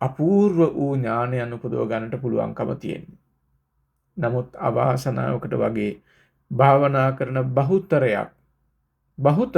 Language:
Sinhala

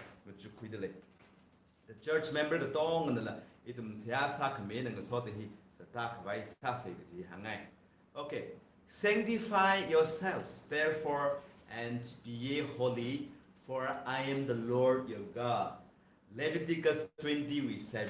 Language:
Tangkhul Naga (India)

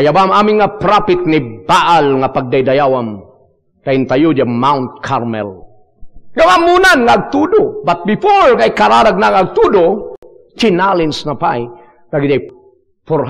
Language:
Iloko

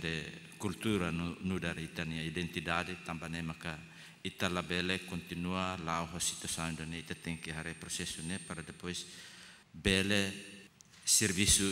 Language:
Tetum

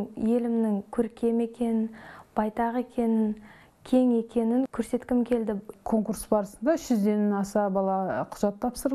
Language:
Kazakh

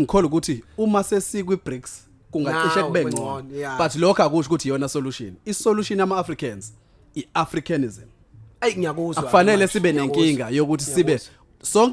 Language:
Zulu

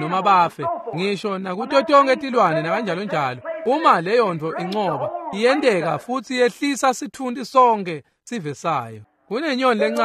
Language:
Swati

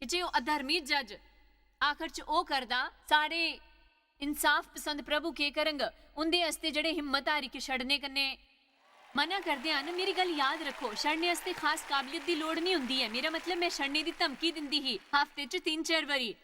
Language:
Dogri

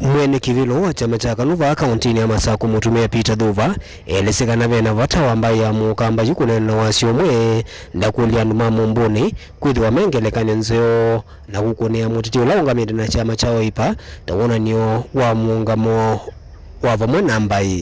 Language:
Kamba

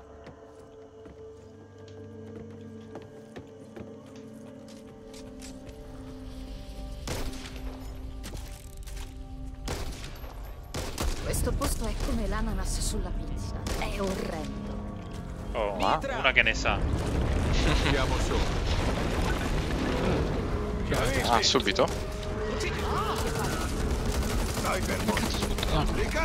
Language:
Italian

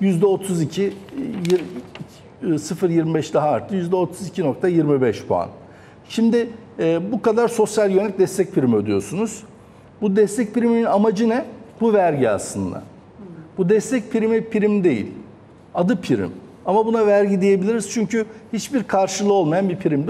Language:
Turkish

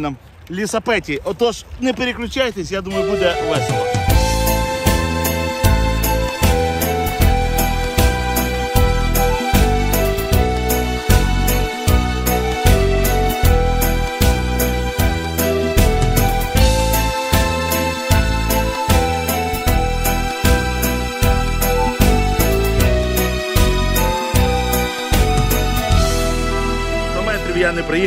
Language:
Ukrainian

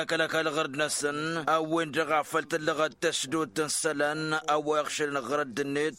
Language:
Tamasheq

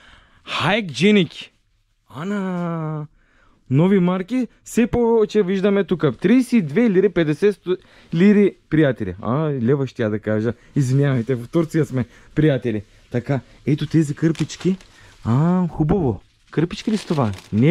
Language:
Bulgarian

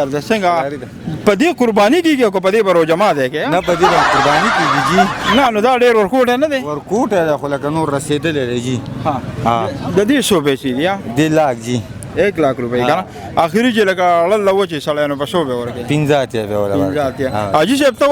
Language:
Pashto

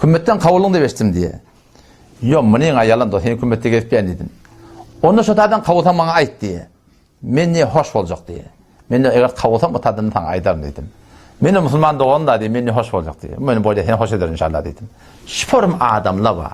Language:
Turkmen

